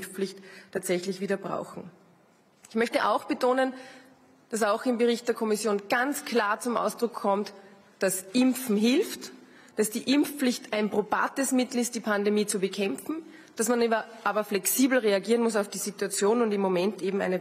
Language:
German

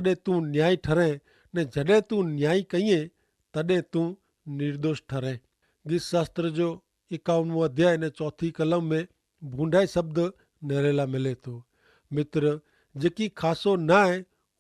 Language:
Kachhi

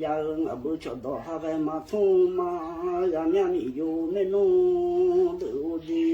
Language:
Akha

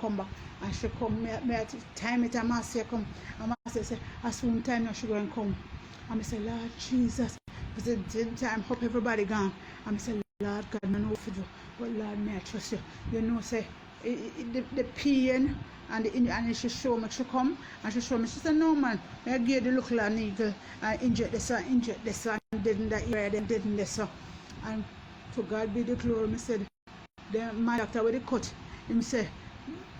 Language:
Jamaican Creole English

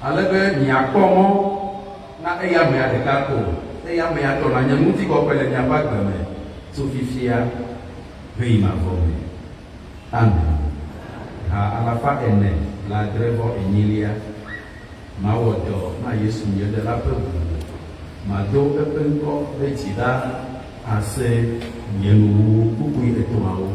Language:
Ewe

